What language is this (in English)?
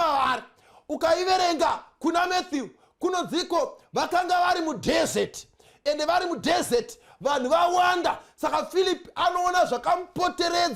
Shona